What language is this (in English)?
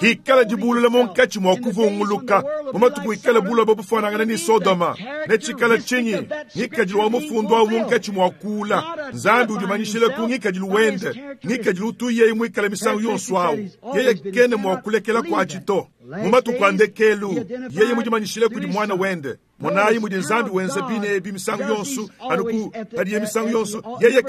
Luba-Lulua